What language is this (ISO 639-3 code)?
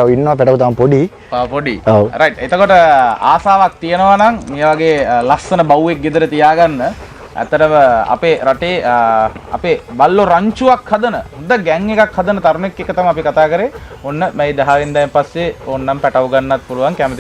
sin